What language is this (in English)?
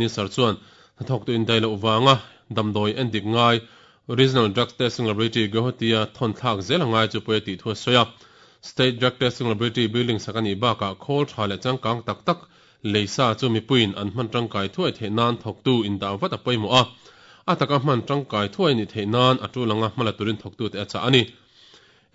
Mizo